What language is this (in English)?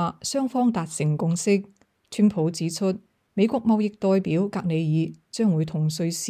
Cantonese